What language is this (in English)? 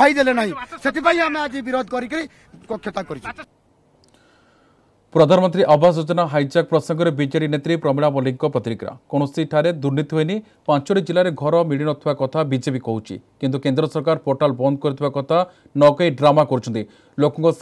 Odia